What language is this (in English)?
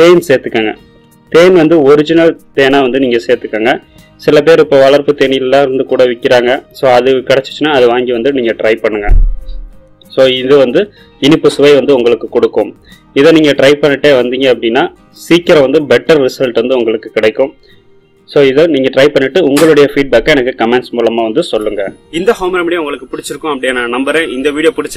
Tamil